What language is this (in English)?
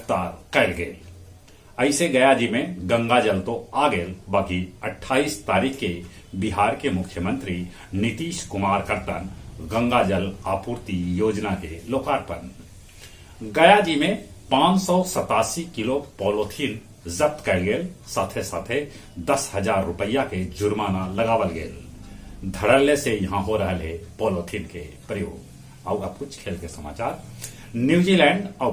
Magahi